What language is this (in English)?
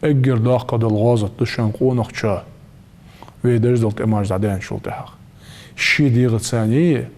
Ingush